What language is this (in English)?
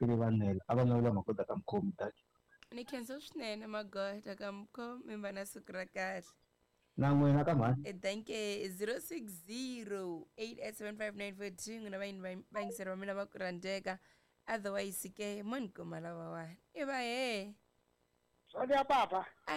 Tsonga